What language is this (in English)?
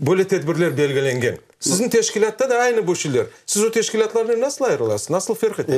Crimean Tatar